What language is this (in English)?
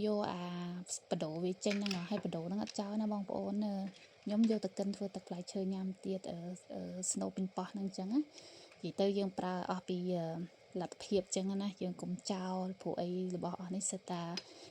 Khmer